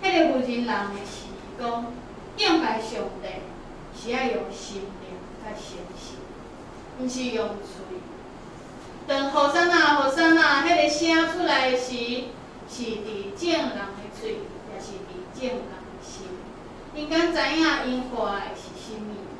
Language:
Min Nan Chinese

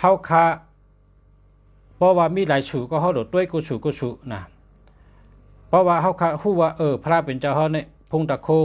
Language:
Shan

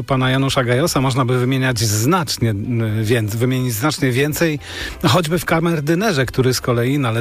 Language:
Polish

